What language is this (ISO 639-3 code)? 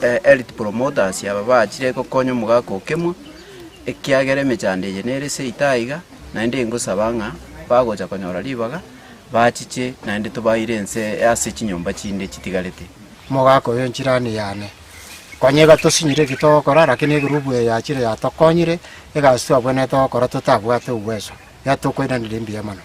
guz